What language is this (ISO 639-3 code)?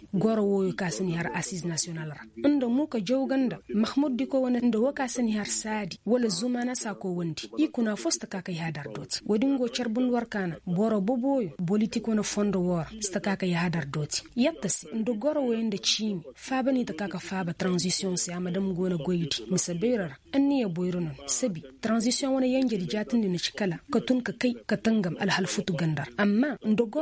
ses